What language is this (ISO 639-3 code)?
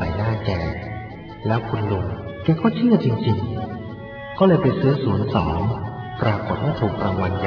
tha